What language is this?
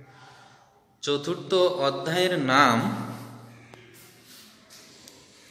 Bangla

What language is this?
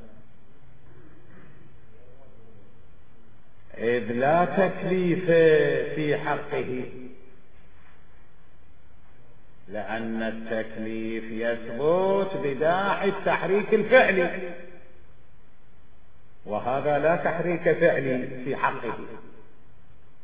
Arabic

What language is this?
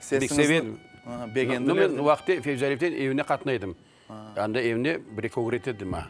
Crimean Tatar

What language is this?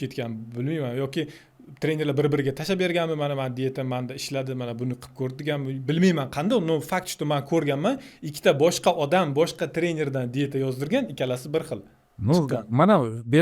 Uzbek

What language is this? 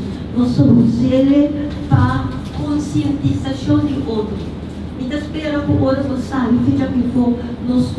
Papiamento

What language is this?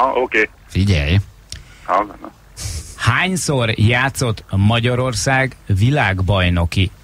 Hungarian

